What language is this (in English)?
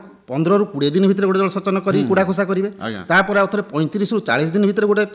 Odia